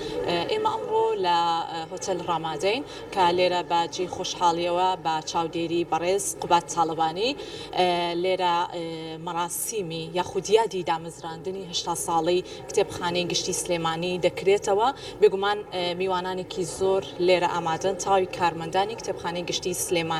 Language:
Central Kurdish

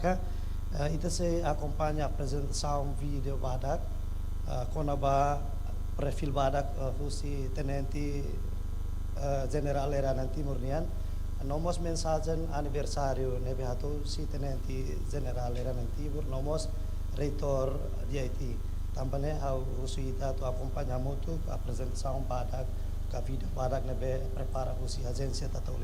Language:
Tetum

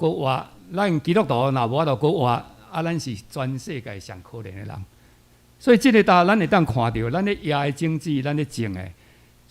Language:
Min Nan Chinese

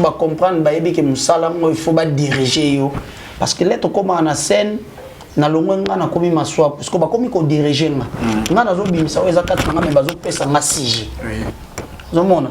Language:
Lingala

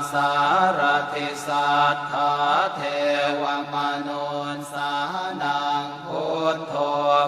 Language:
Pali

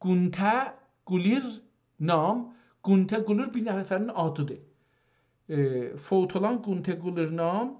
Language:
South Azerbaijani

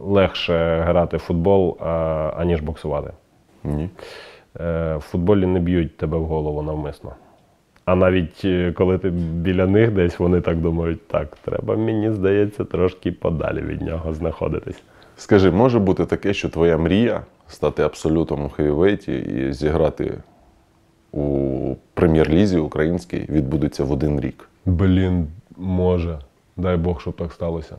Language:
Ukrainian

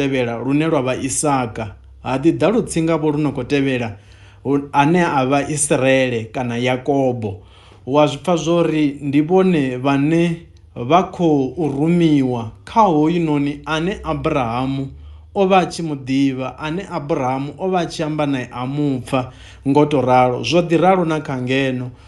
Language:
Venda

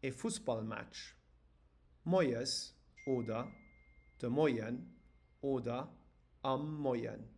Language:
Luxembourgish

